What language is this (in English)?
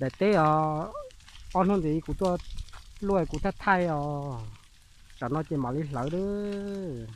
Hmong